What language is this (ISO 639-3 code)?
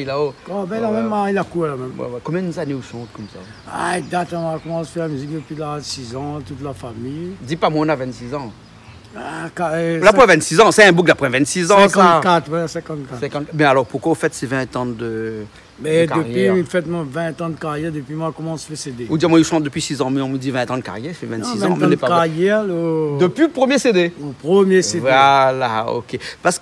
rcf